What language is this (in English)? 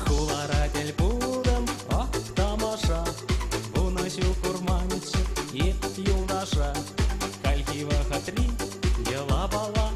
Chuvash